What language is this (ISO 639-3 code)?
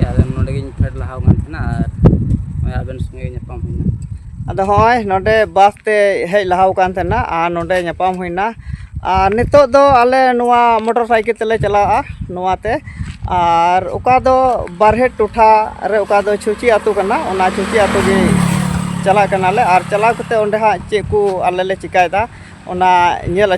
sat